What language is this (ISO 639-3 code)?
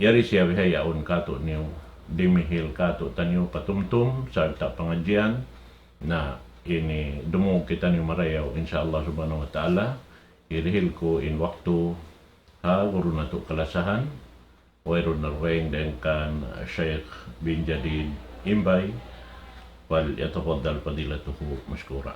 tsg